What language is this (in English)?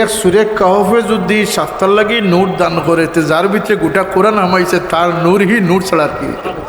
Sylheti